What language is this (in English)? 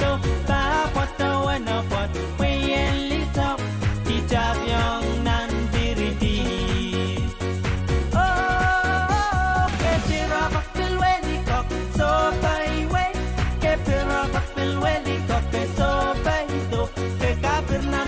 Pohnpeian